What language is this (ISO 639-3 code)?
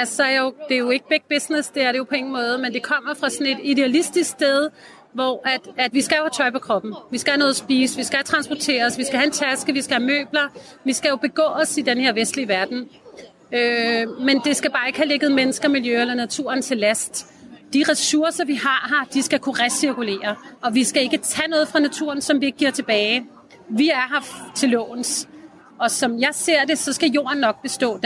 dan